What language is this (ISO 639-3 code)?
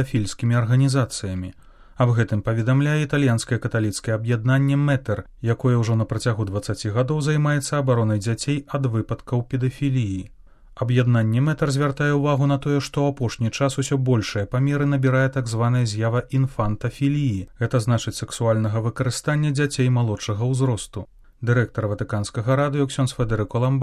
bel